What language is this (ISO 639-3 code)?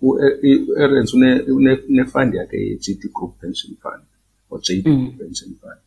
xho